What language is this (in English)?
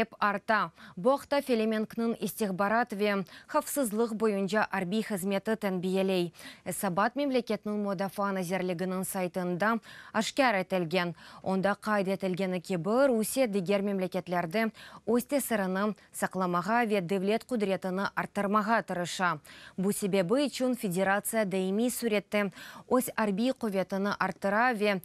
Crimean Tatar